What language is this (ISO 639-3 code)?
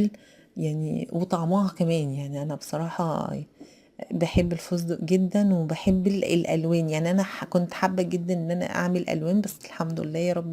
arz